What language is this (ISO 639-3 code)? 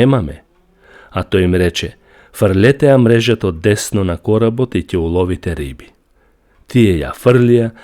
mkd